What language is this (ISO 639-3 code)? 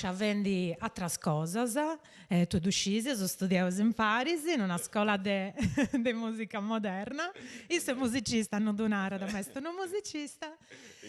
srd